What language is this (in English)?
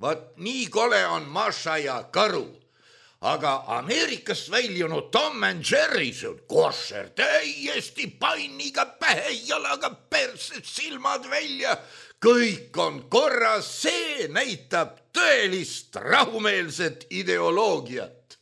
Estonian